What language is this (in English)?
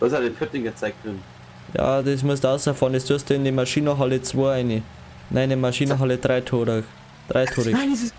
Bavarian